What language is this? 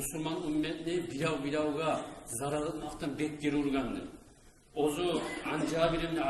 Kumyk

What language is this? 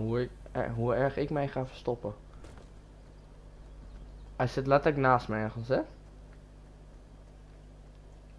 Dutch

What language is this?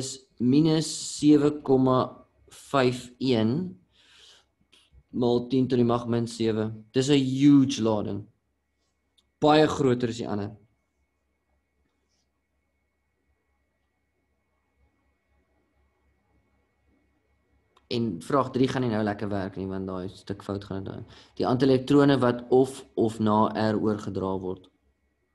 Afrikaans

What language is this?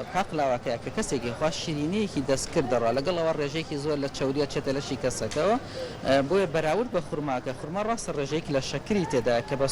Central Kurdish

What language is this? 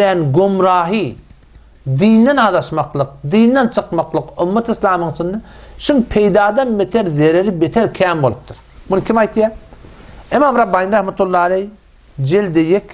Turkmen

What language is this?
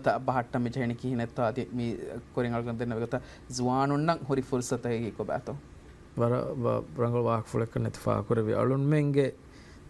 Divehi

